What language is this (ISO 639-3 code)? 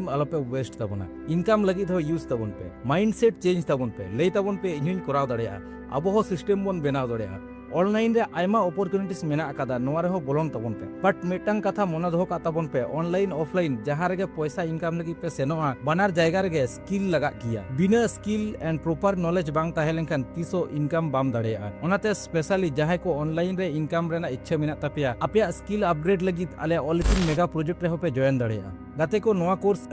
sat